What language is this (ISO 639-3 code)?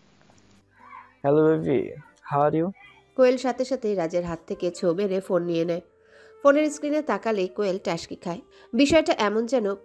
ben